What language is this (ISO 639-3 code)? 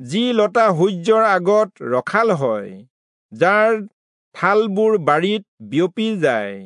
asm